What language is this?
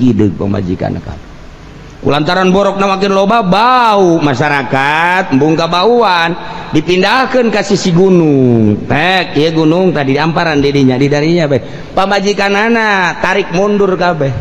Sundanese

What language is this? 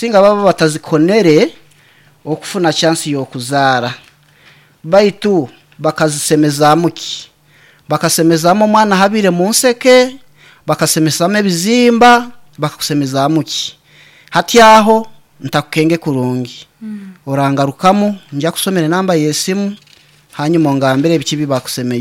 Nyankole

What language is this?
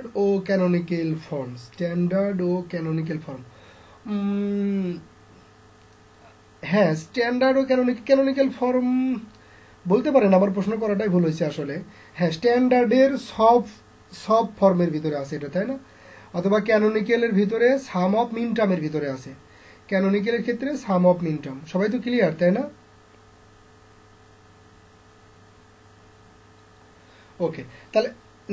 Bangla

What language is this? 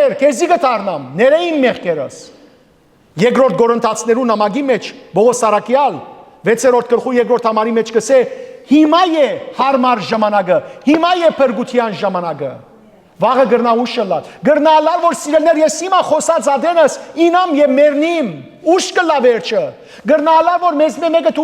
Western Armenian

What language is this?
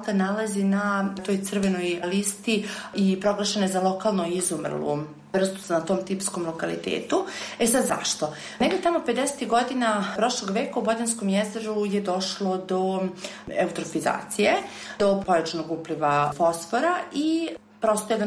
Serbian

